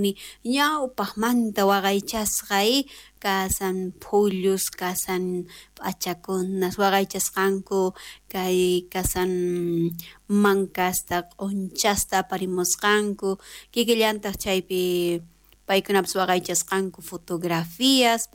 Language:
South Bolivian Quechua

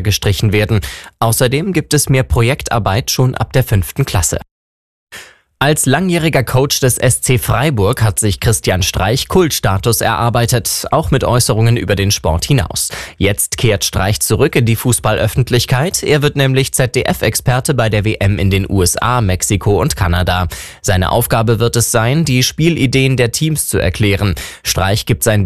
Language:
German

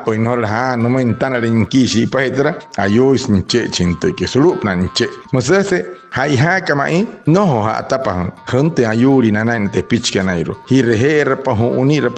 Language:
Wayuu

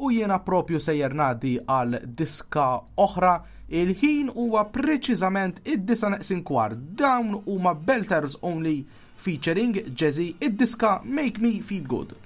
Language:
Maltese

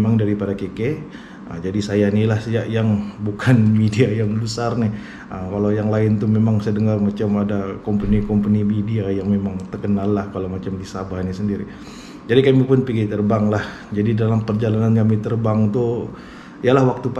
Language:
Malay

